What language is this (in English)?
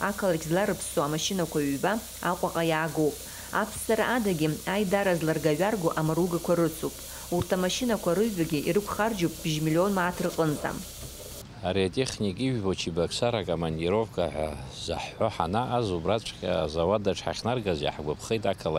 Abkhazian